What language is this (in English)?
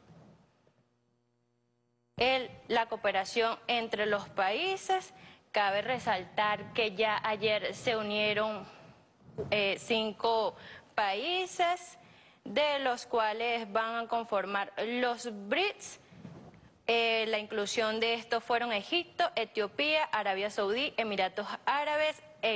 Spanish